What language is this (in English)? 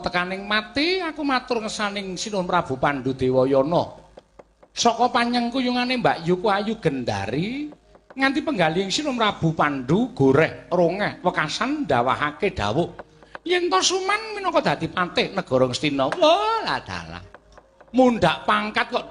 Javanese